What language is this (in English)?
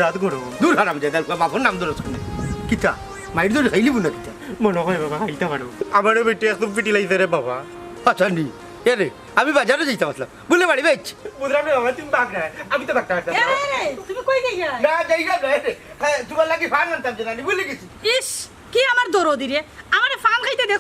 Sylheti